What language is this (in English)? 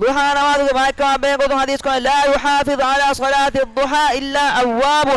Divehi